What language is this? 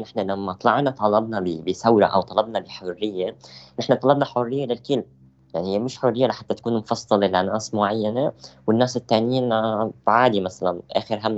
North Levantine Arabic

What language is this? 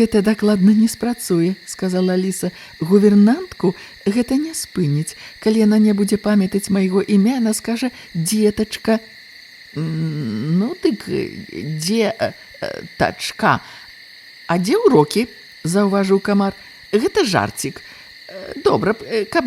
Belarusian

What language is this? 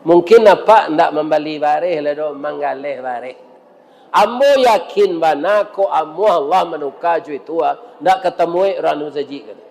Minangkabau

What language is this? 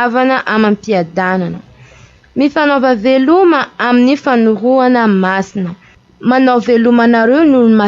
Malagasy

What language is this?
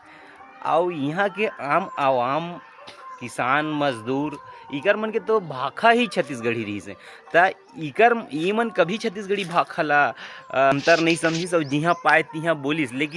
Chhattisgarhi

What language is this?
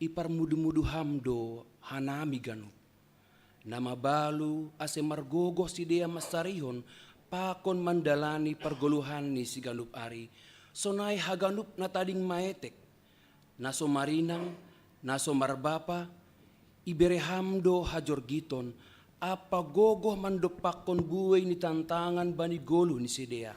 Batak Simalungun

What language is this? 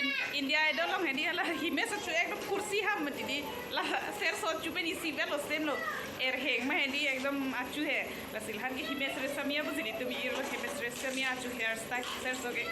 Karbi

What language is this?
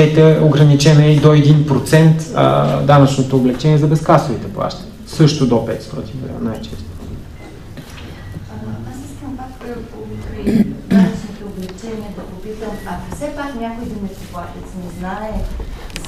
Bulgarian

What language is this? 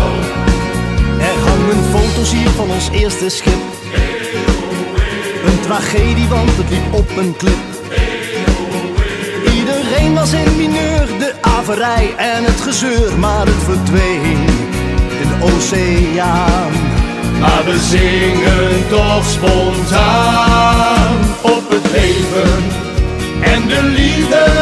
Dutch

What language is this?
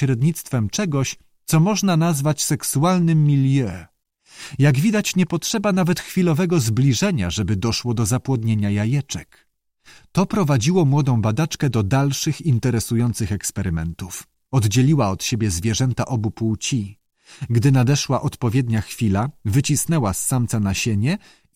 Polish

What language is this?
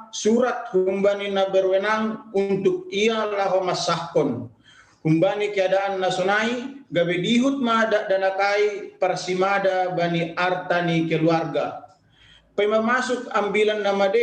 Batak Simalungun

